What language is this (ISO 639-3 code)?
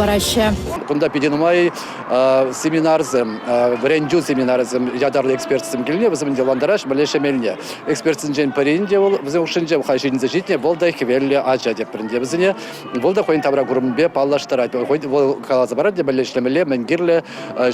chv